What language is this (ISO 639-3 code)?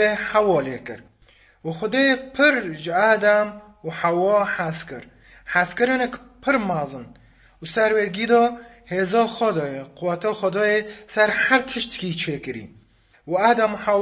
kur